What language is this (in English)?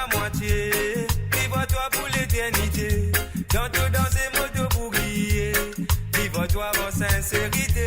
Morisyen